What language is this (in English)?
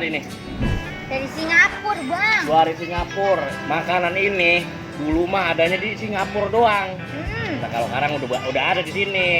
Betawi